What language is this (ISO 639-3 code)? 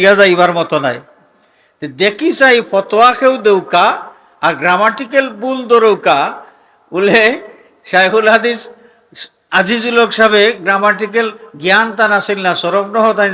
syl